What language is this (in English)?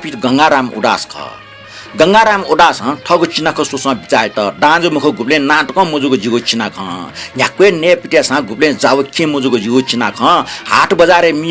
Newari